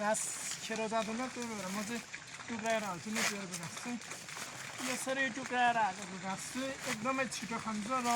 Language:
Nepali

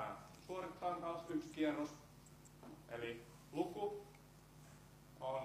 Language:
Finnish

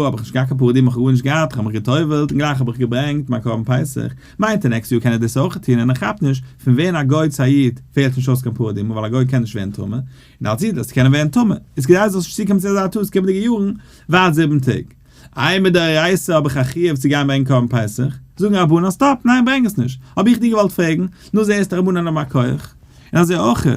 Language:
Yiddish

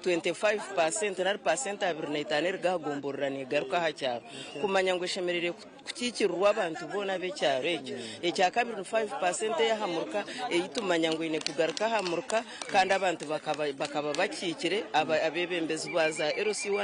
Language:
Nyankole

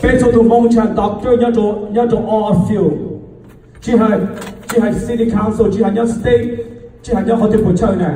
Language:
Hmong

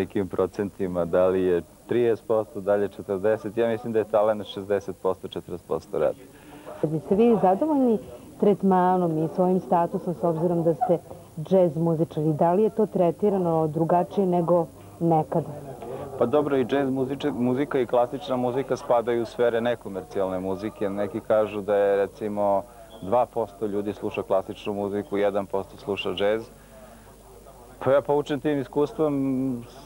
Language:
Serbian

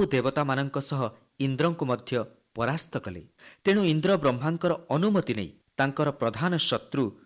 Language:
Odia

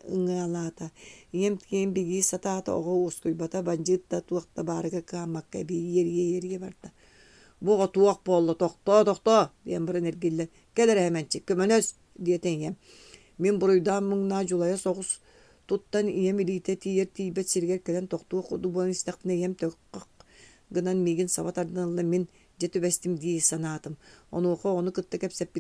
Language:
Yakut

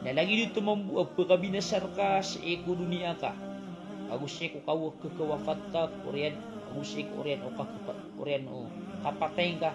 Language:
Maranao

